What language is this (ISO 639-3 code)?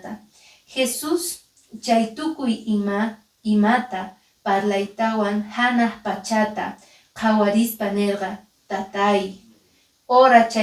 que